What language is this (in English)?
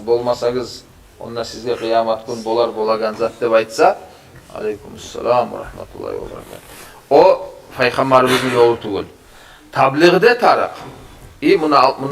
Kumyk